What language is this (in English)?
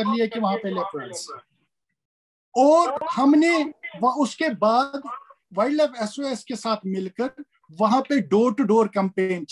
Urdu